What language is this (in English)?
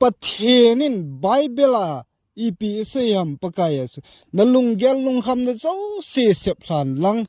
Thado Chin